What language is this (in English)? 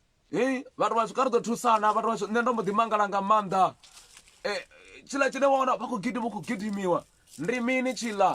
Venda